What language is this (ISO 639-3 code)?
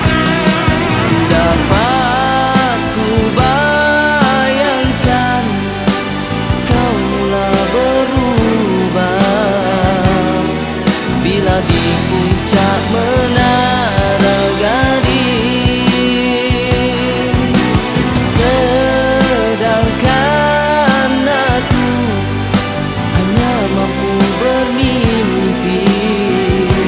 msa